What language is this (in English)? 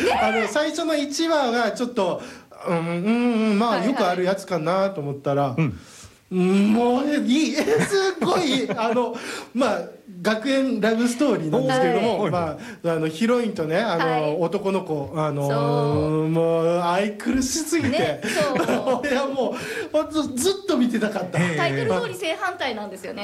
Japanese